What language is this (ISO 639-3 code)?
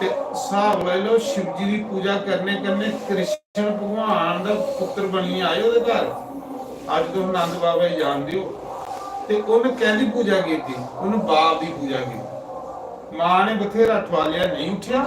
doi